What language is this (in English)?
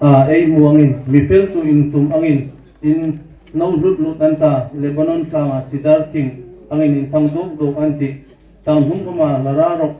Hmar